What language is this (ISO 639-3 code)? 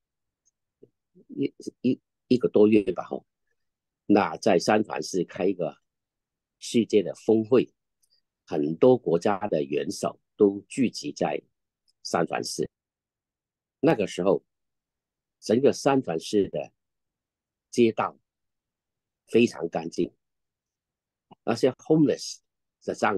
zho